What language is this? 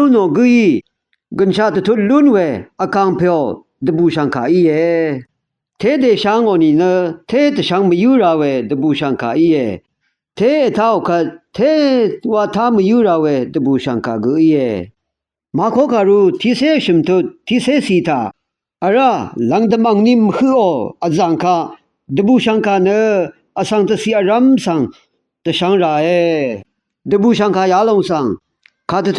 Rawang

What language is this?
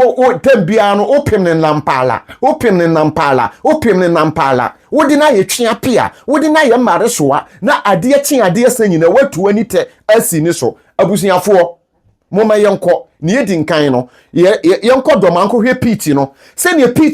Akan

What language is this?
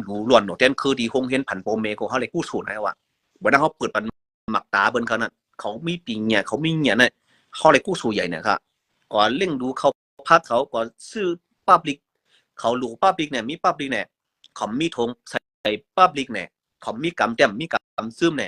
Shan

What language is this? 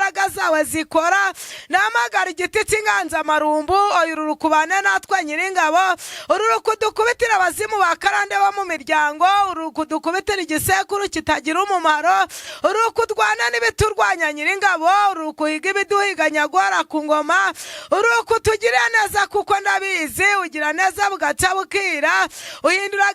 Kinyarwanda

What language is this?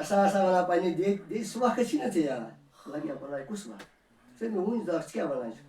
Kashmiri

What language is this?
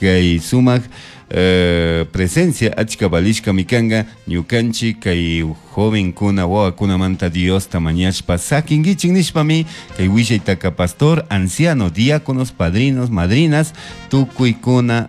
Chimborazo Highland Quichua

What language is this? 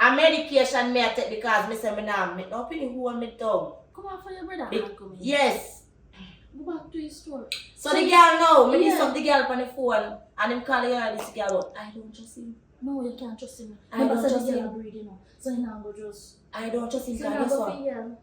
Jamaican Creole English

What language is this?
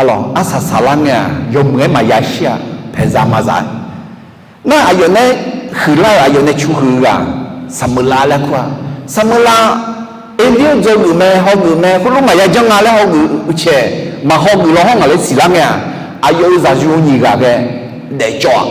Akha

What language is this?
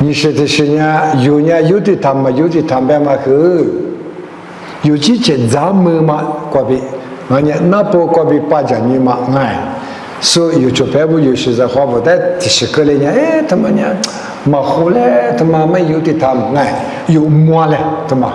Lisu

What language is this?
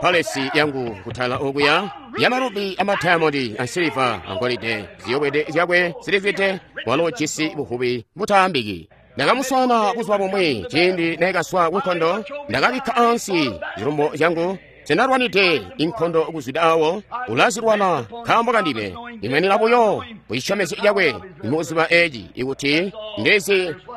Tonga (Zambia)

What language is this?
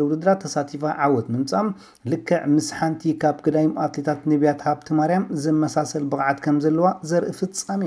Tigrinya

